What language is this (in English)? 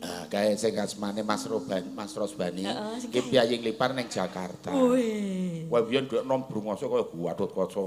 Javanese